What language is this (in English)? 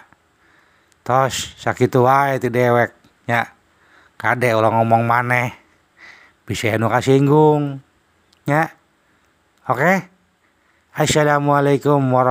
Sundanese